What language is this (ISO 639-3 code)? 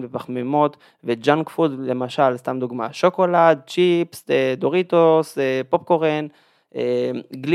heb